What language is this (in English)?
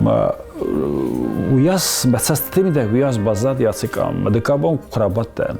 Ossetic